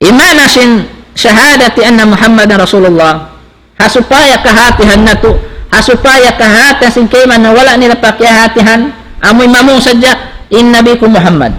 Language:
Tausug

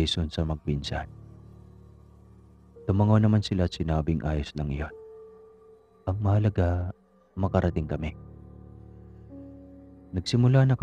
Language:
Filipino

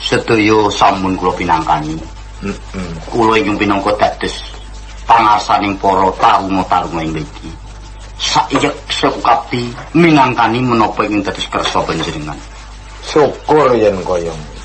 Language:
Javanese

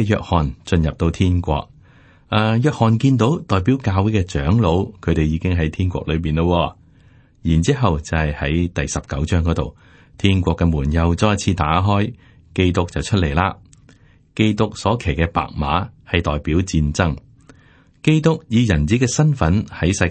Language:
Cantonese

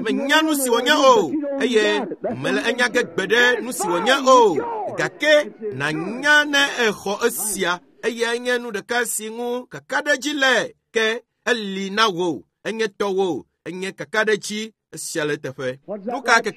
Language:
Ewe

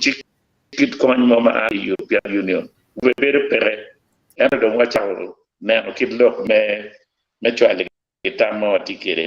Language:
Acoli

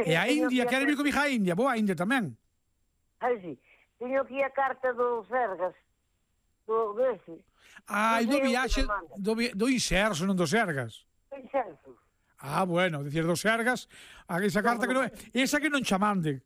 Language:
Galician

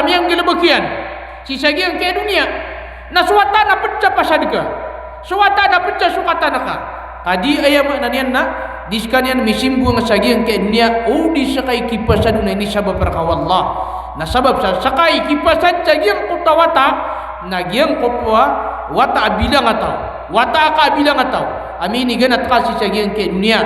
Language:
Maranao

